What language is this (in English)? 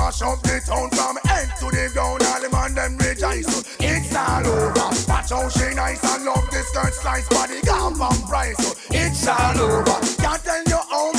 Jamaican Creole English